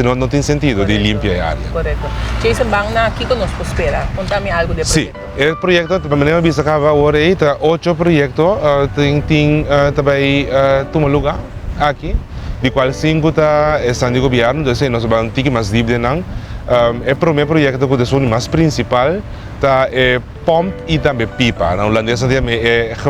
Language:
Papiamento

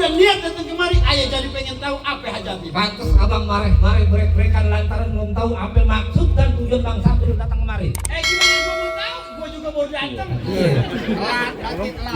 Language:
Betawi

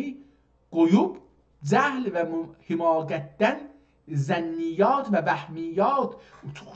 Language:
South Azerbaijani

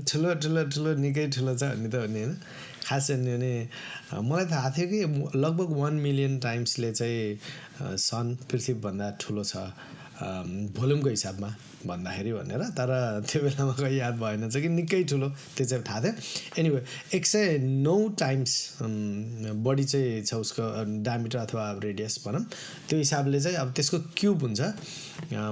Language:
Nepali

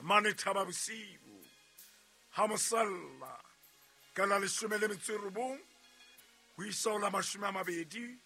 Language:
Southern Sotho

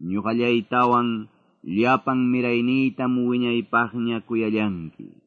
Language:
Quechua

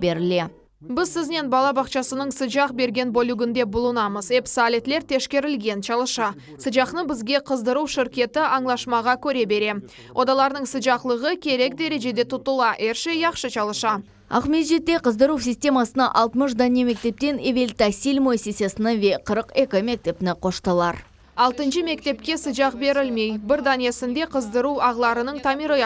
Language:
Crimean Tatar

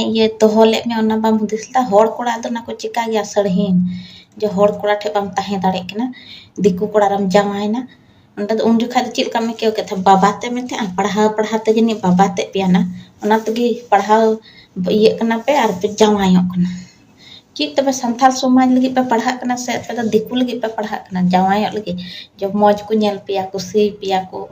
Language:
Santali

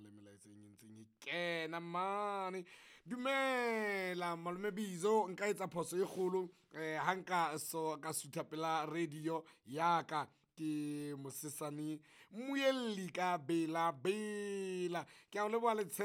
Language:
Southern Sotho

